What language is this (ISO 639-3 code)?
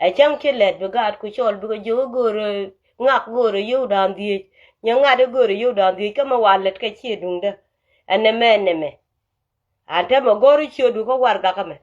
nus